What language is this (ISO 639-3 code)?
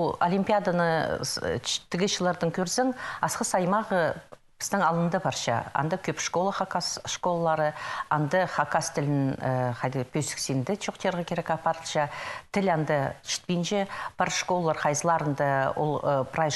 kjh